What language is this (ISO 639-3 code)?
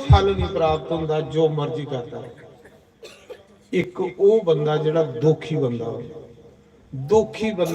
doi